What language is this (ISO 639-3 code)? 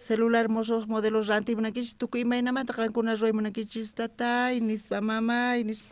quh